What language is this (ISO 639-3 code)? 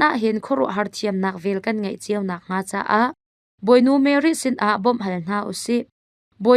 cnh